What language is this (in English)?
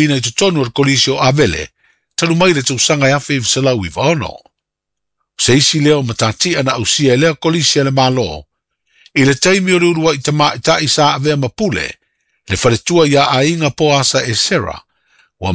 Samoan